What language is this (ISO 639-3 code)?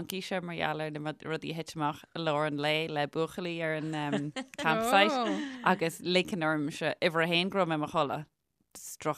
gle